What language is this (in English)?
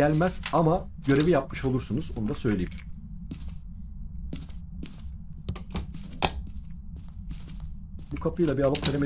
Turkish